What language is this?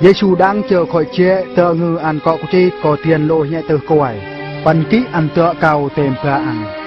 Eastern Bru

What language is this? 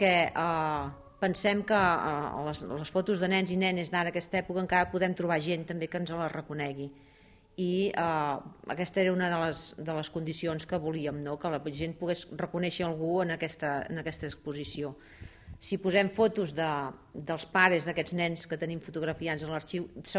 Catalan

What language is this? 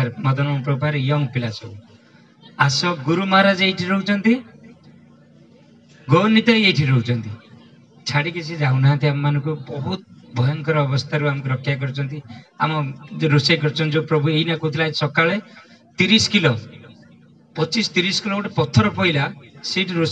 Odia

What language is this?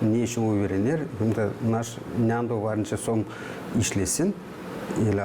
Gagauz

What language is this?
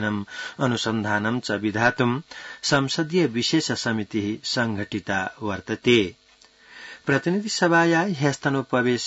Sanskrit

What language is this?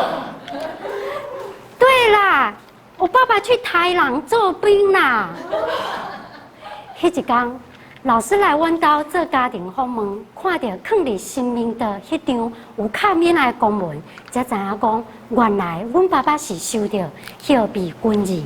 Min Nan Chinese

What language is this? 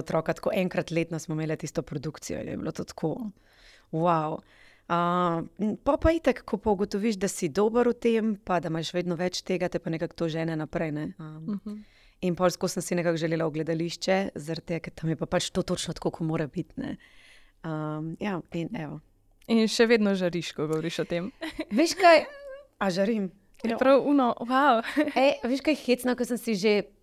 Slovenian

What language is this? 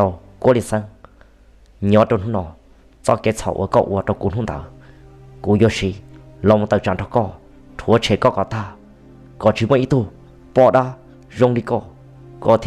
Hmong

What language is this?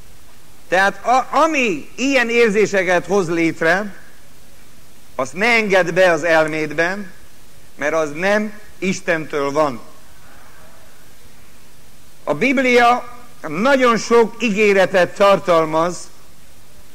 Hungarian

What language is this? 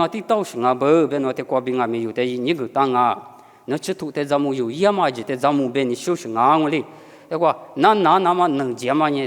Lisu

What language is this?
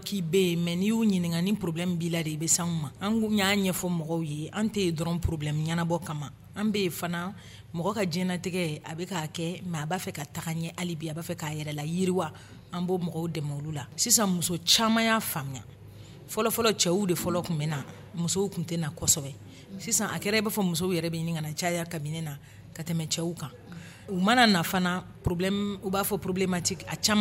Dyula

